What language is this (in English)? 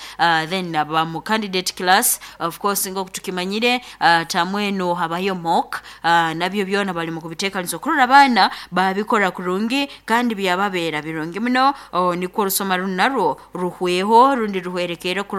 Nyoro